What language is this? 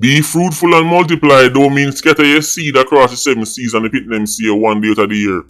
Jamaican Creole English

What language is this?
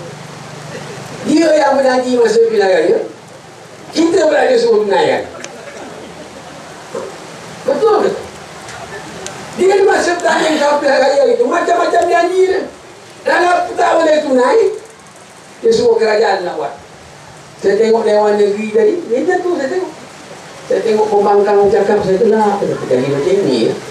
Malay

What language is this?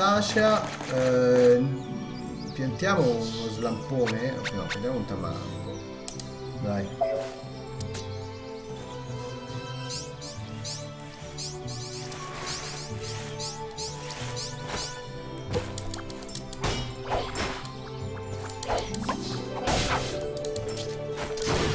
Italian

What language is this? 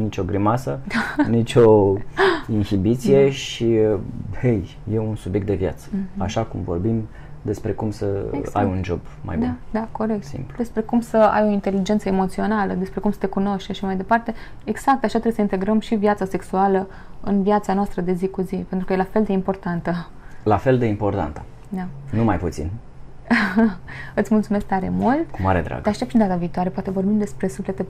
Romanian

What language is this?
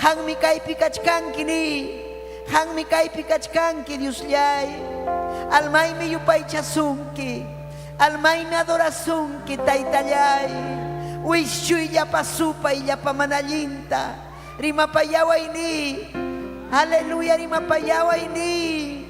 Ayacucho Quechua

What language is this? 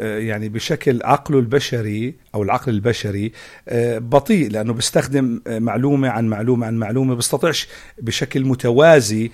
North Levantine Arabic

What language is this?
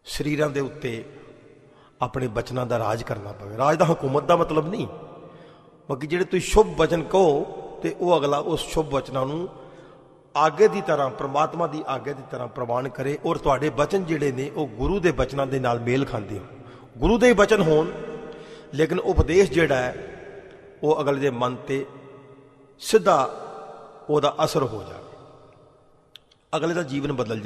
Punjabi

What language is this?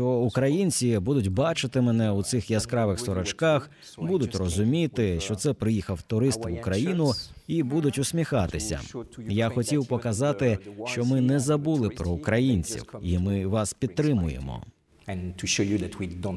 Ukrainian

